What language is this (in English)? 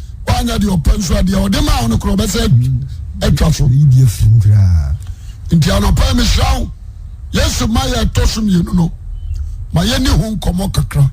Akan